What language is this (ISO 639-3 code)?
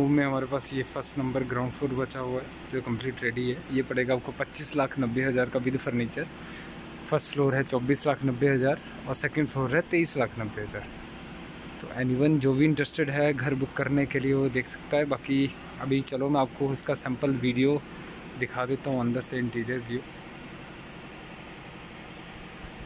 hin